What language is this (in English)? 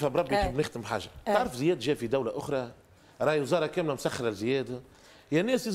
Tunisian Arabic